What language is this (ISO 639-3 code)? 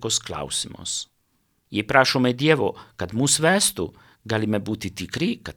lit